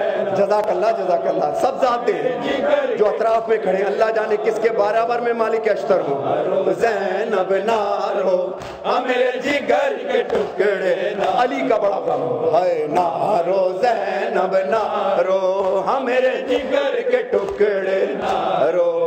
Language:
Urdu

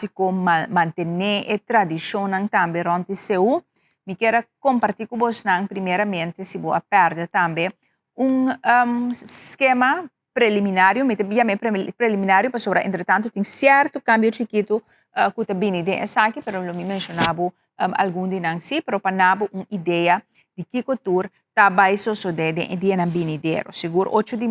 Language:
Papiamento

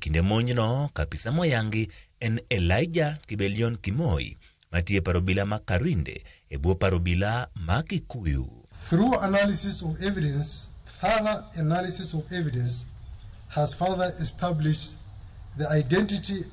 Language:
Luo (Kenya and Tanzania)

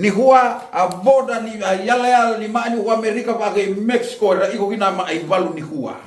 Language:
Fijian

